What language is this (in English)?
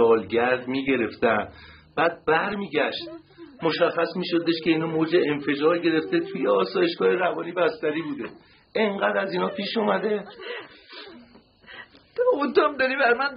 Persian